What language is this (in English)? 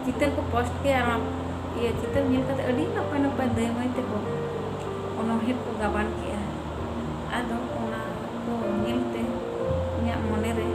Santali